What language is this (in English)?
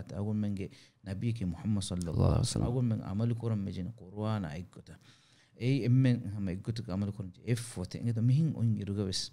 Divehi